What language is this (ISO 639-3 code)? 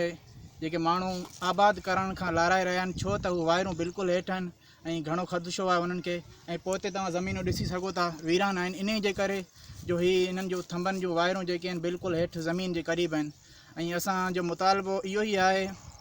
snd